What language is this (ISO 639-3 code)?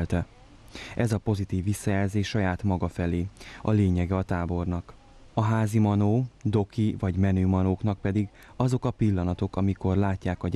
hun